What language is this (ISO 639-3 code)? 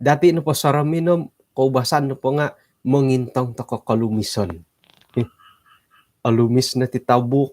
dtp